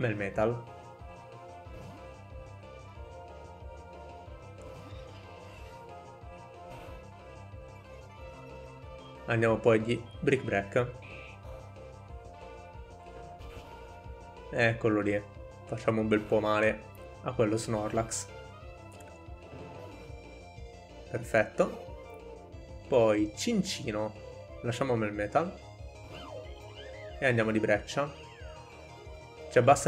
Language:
Italian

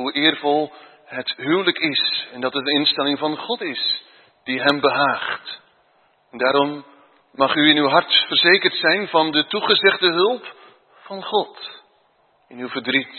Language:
Dutch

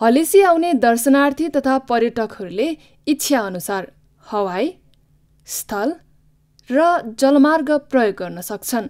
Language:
Nepali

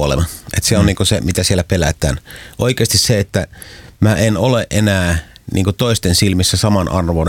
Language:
Finnish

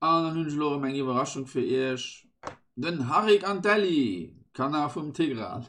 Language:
Luxembourgish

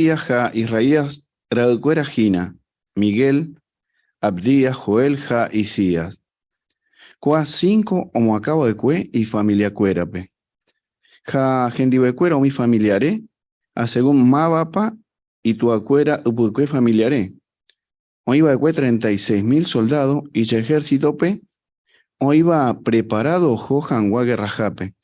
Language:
Guarani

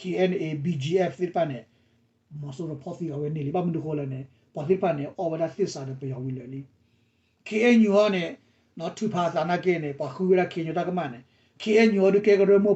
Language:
S'gaw Karen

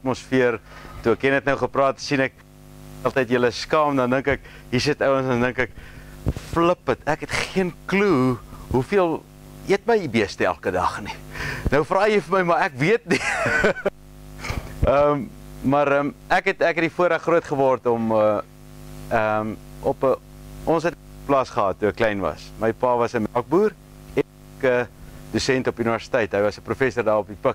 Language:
Afrikaans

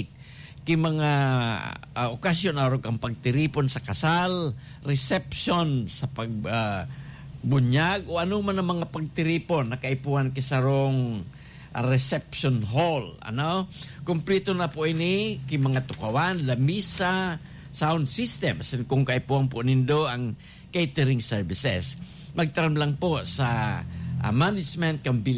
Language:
Bikol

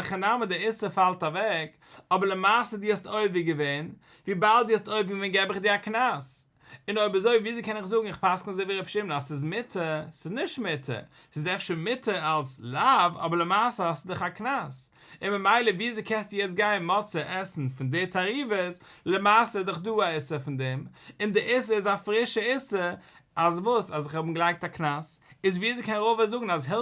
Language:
Yiddish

